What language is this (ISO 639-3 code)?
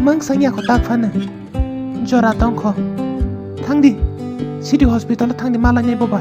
trp